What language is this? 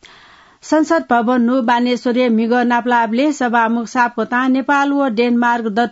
Newari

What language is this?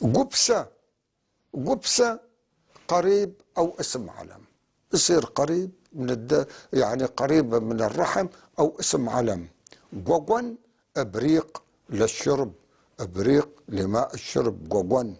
North Levantine Arabic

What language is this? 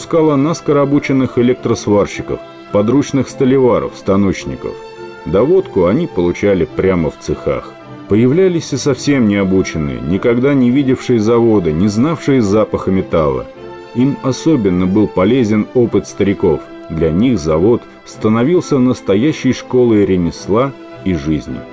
Russian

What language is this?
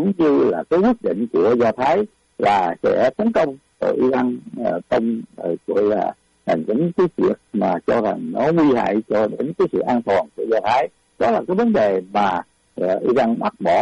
Vietnamese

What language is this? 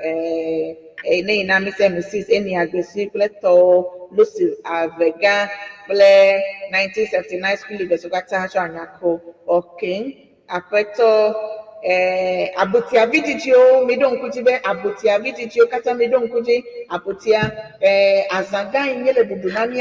Ewe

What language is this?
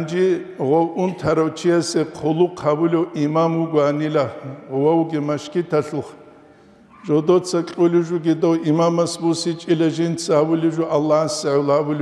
Avaric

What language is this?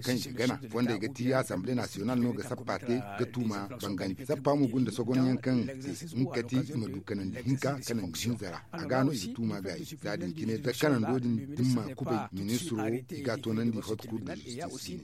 Zarma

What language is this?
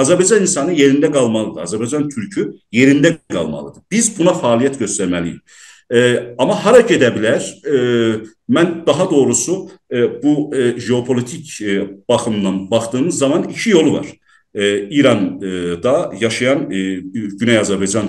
South Azerbaijani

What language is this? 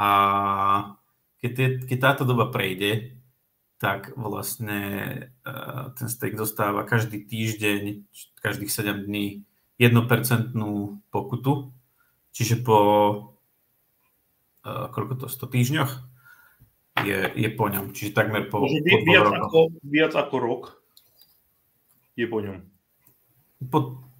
Slovak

